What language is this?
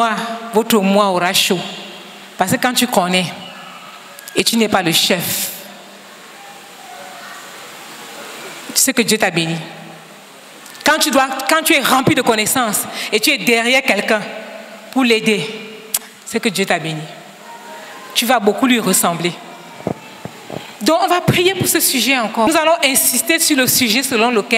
French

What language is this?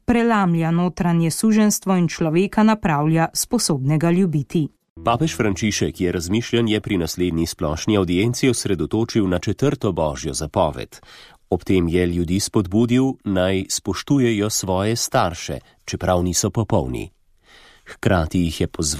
Slovenian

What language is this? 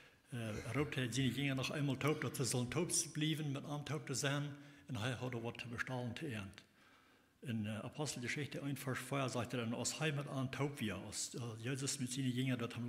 Plautdietsch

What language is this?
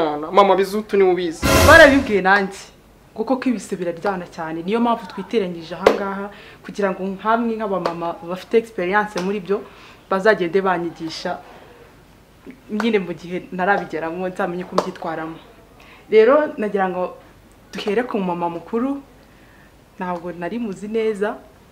Kinyarwanda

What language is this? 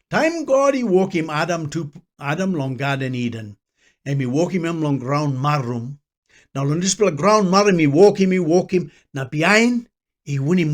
Tok Pisin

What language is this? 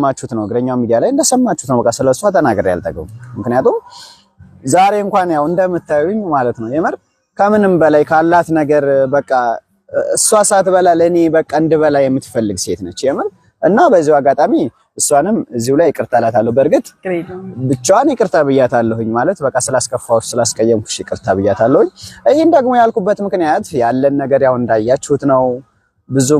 Amharic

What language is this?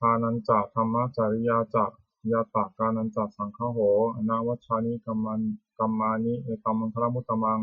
Pali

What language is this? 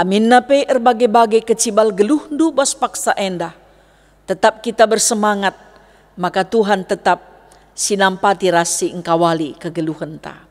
Batak Karo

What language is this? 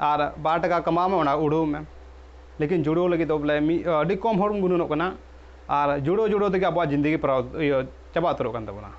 Santali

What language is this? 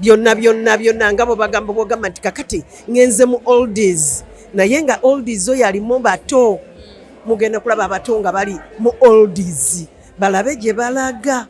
Ganda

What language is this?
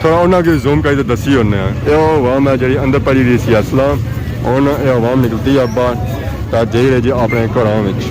Pahari-Potwari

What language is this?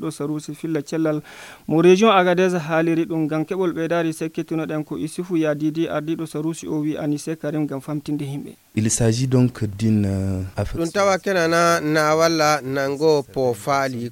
Nigerian Fulfulde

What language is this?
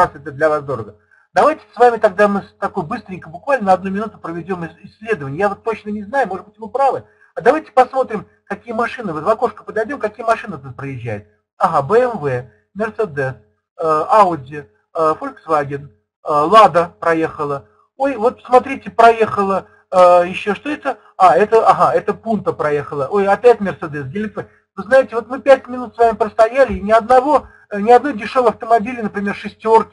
Russian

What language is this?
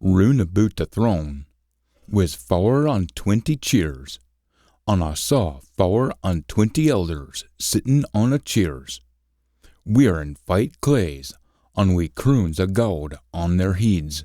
Scots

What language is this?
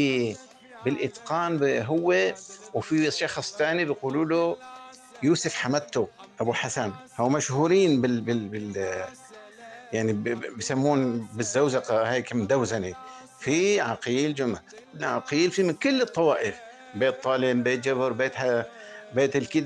North Levantine Arabic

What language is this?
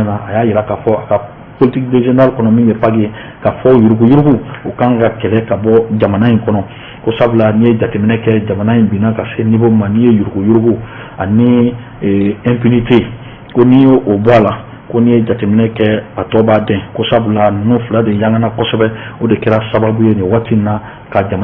Bambara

